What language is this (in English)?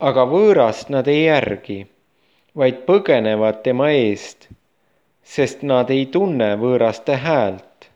Estonian